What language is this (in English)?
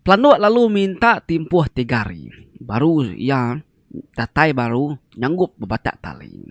Iban